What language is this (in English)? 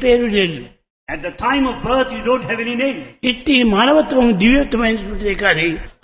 Telugu